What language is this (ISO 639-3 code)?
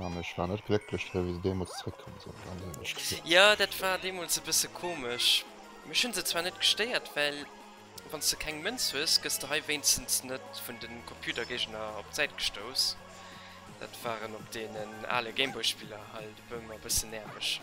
ltz